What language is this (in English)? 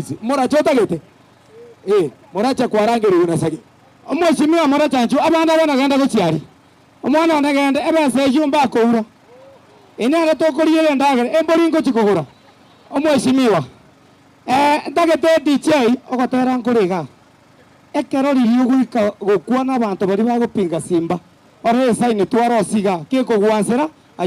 Gusii